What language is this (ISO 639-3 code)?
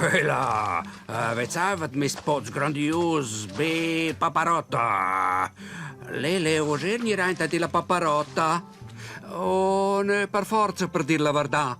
roh